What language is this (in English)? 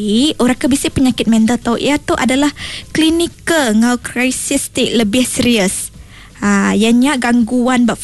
Iban